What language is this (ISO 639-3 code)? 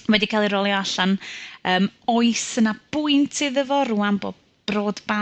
cym